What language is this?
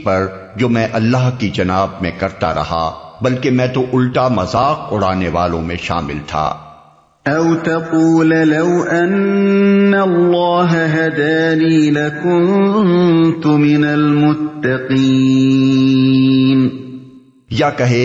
Urdu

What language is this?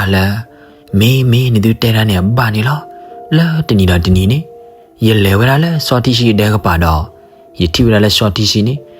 S'gaw Karen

